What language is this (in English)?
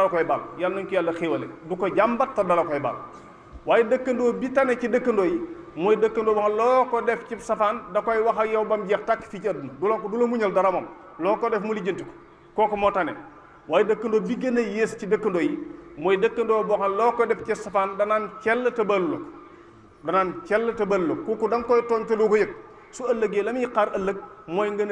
Wolof